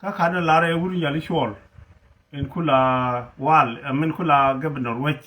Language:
Nuer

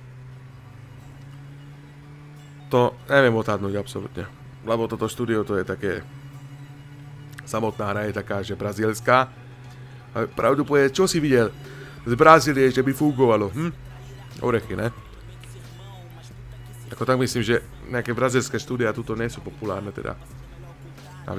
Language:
Slovak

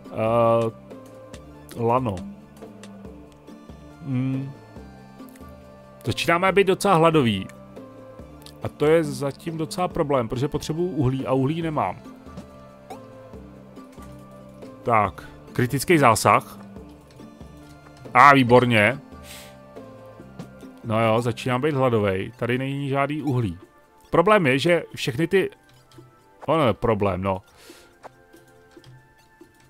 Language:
Czech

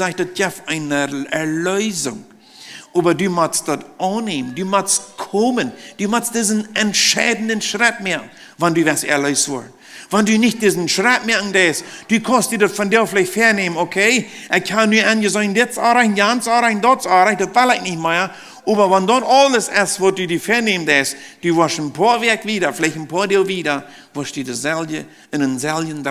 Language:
Plautdietsch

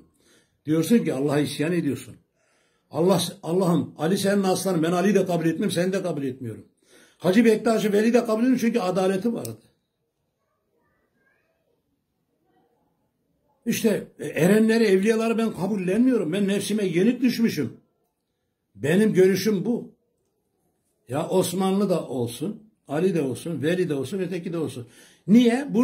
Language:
Turkish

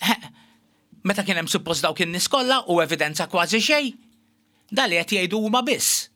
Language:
Maltese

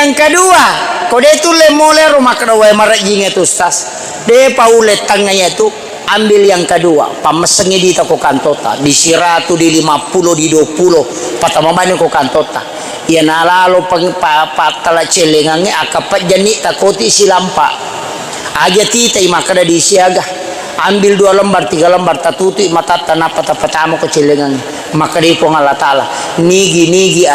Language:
Buginese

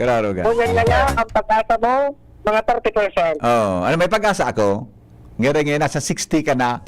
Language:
Bikol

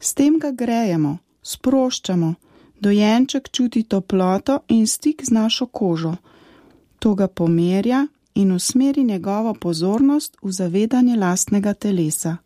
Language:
Slovenian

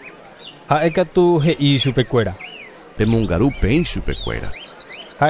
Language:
Guarani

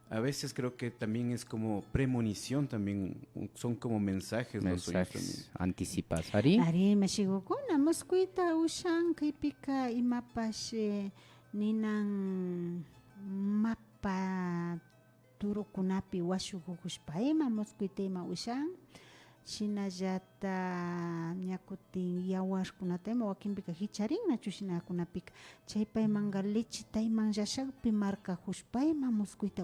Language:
Imbabura Highland Quichua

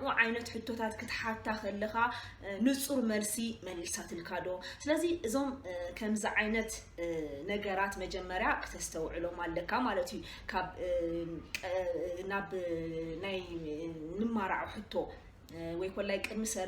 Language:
Tigrinya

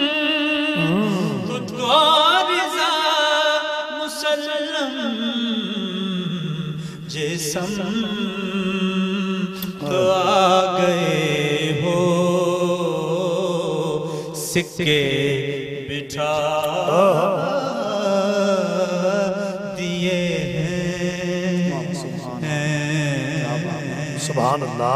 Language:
Urdu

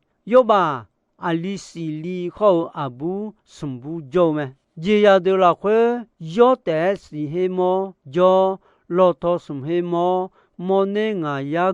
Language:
Akha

